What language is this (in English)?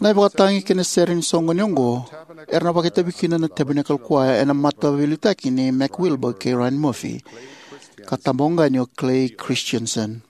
Fijian